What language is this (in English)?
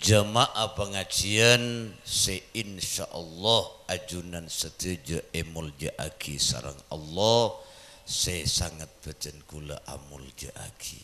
Madurese